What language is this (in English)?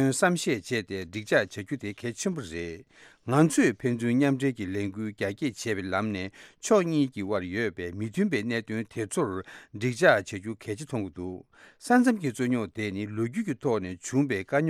Tibetan